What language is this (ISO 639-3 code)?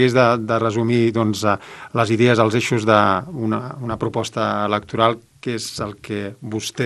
cat